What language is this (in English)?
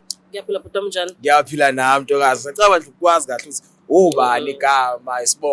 Zulu